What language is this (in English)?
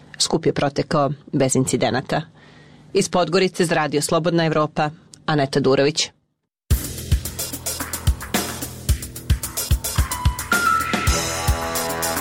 Serbian